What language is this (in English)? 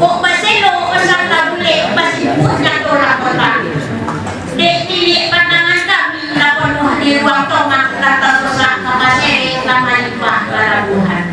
Minangkabau